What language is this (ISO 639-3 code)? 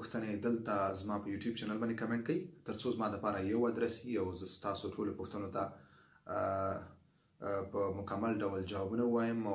pus